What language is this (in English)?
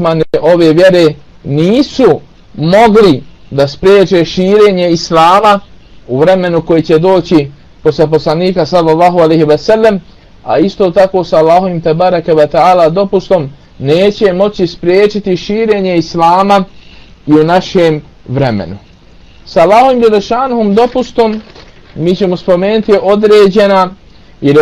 Bosnian